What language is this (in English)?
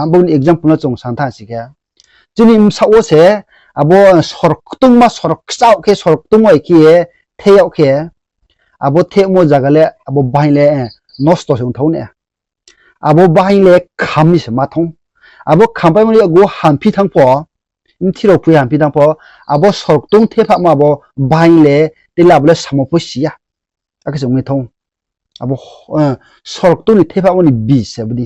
Riang (India)